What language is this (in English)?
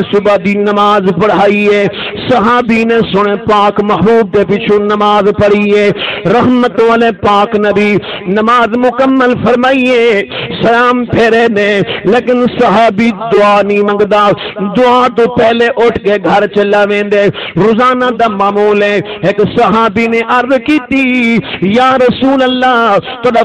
Saraiki